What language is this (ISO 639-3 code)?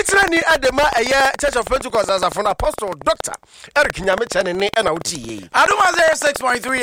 aka